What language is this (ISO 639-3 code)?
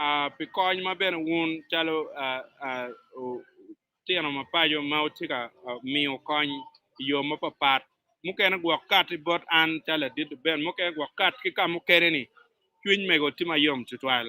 ach